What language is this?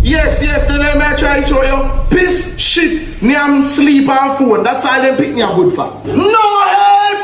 Jamaican Creole English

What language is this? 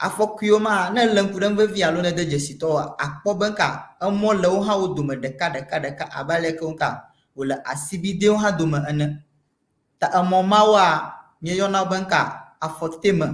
Ewe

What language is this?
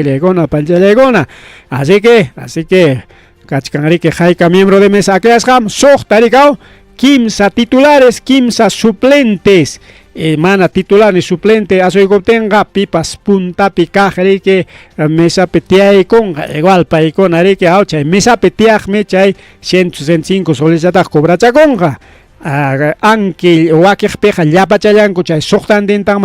Ayacucho Quechua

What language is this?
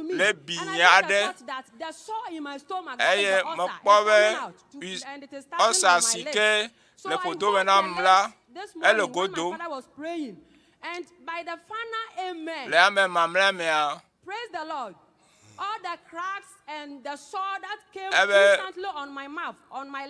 Ewe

